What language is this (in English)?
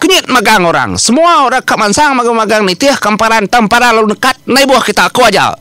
Iban